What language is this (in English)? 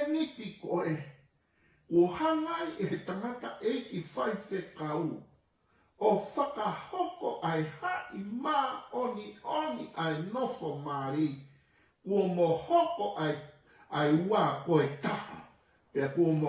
Tongan